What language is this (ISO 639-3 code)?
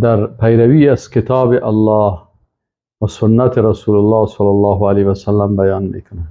fas